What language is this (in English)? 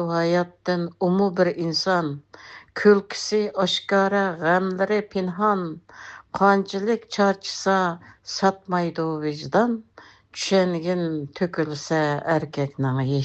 Uyghur